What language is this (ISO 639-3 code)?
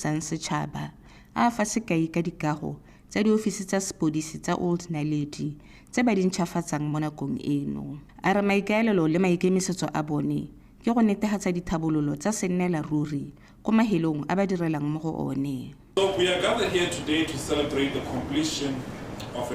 tsn